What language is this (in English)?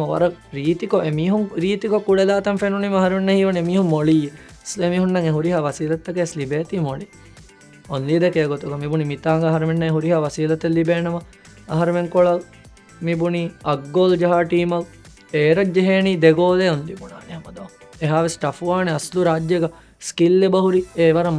Divehi